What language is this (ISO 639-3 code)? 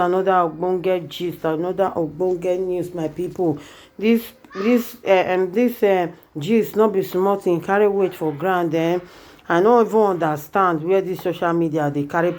pcm